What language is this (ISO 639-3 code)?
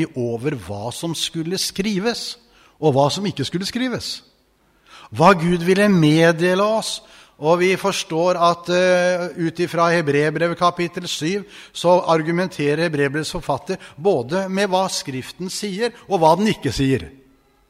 nor